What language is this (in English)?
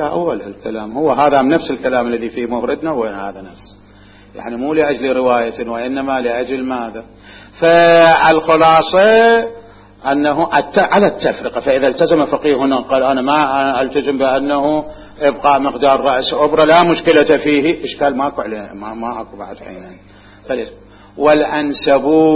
Mesopotamian Arabic